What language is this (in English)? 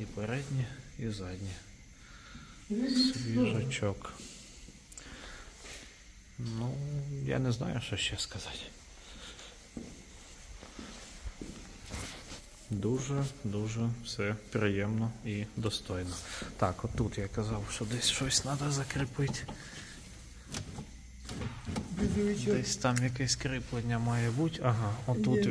Ukrainian